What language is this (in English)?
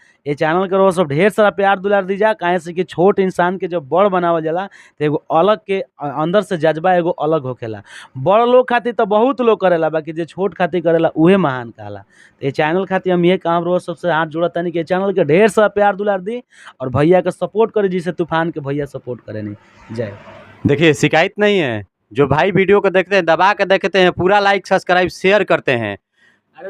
Bhojpuri